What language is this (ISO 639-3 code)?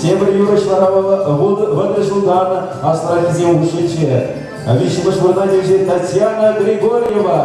chv